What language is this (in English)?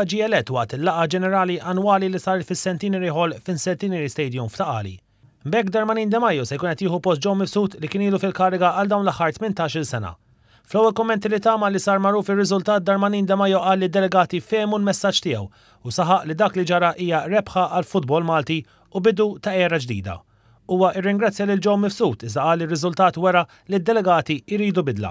Maltese